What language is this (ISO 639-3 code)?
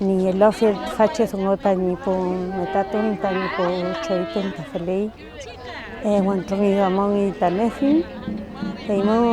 arn